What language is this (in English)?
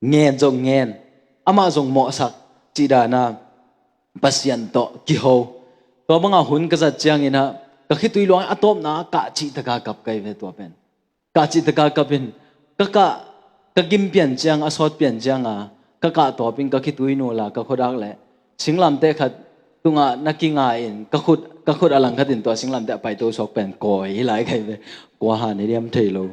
Tedim Chin